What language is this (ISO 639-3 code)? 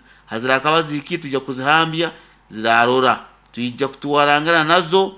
nyo